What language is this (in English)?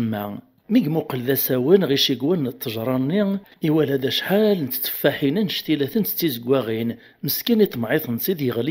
Kabyle